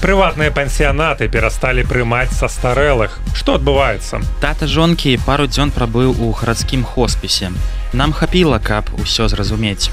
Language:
Belarusian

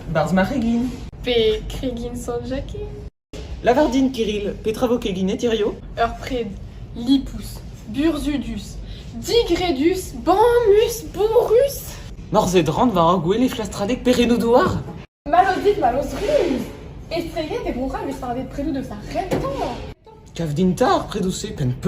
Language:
Breton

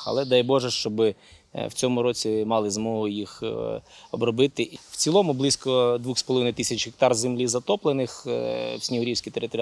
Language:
Ukrainian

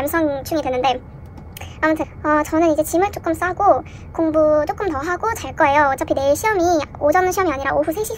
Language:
Korean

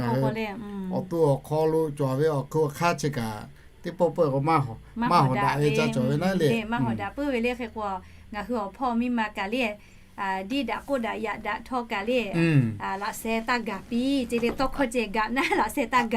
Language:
Lahu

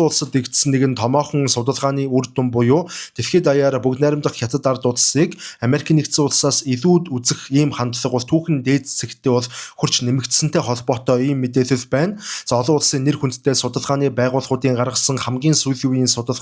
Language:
Mongolian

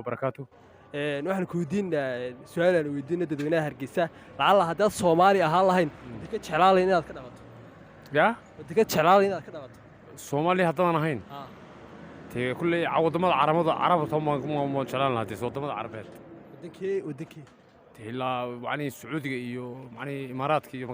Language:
Somali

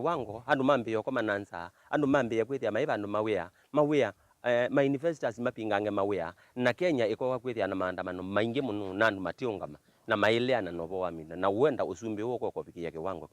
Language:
Kamba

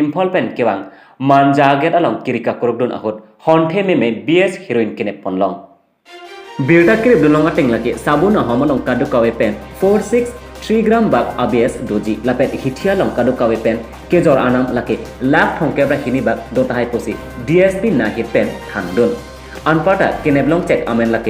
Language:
Karbi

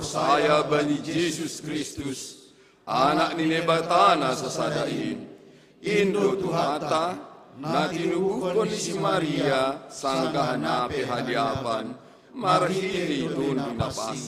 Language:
Batak Simalungun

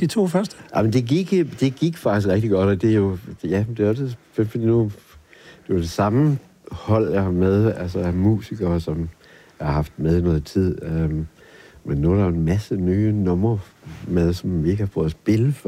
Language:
Danish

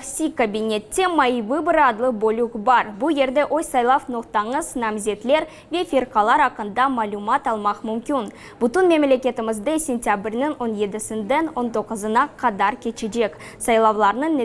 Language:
Crimean Tatar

